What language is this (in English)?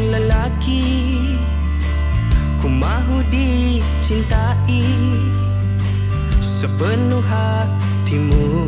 Malay